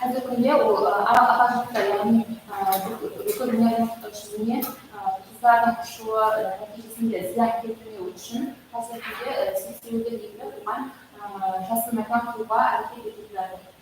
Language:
Kara-Kalpak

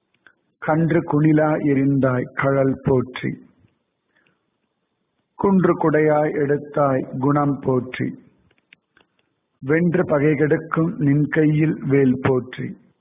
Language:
Tamil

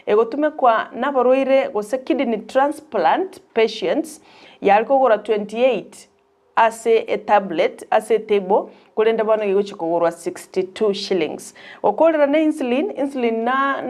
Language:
Gusii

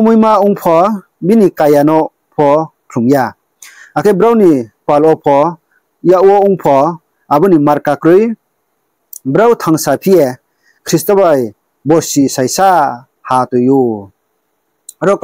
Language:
Riang (India)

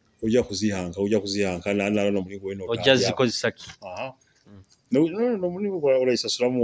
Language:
Nyoro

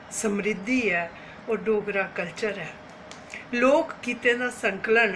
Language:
Dogri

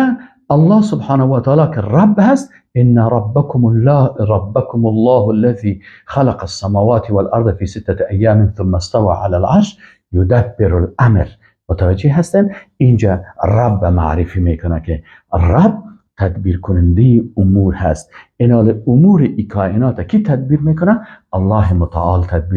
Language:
Persian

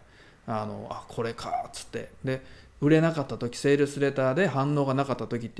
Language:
Japanese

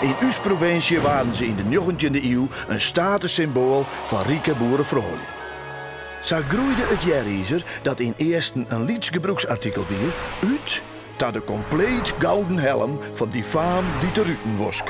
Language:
Western Frisian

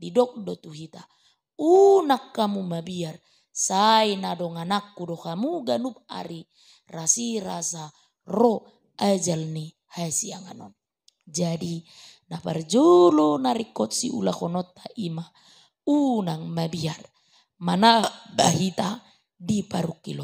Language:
Batak Toba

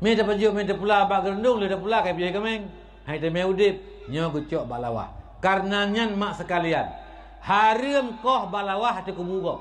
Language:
Achinese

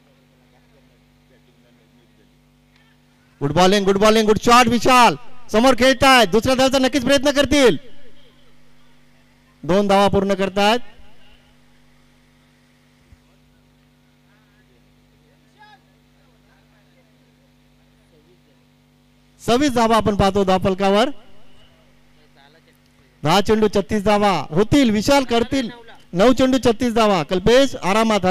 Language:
Marathi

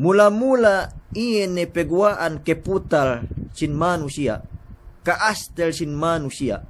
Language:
Yakan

